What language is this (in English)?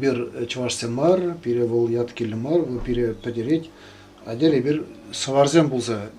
Chuvash